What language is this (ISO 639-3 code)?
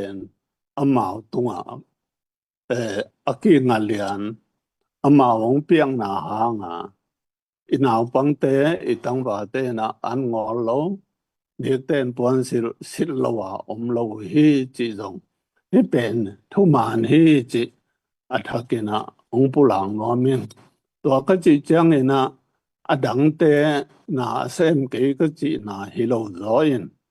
ctd